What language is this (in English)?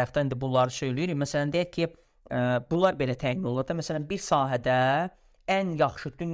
Azerbaijani